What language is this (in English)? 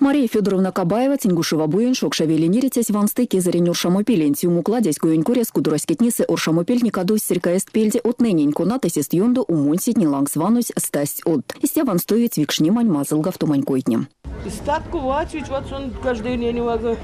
Erzya